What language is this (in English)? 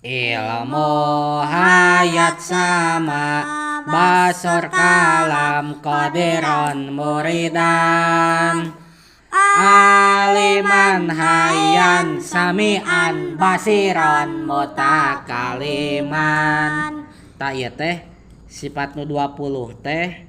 Sundanese